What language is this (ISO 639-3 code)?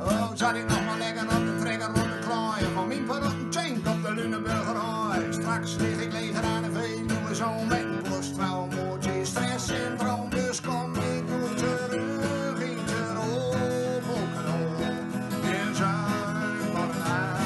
gos